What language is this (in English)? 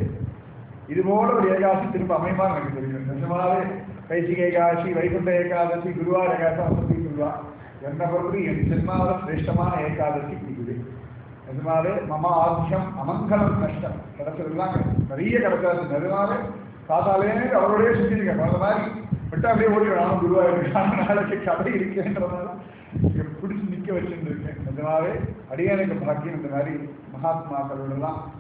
Tamil